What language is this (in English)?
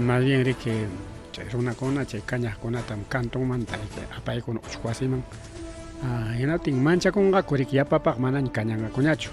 Ayacucho Quechua